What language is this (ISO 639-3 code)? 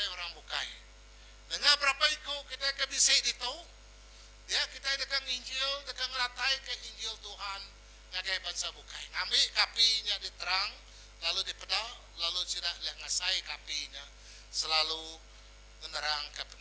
iba